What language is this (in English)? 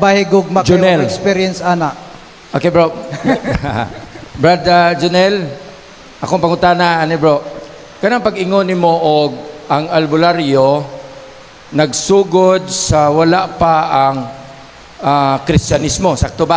Cebuano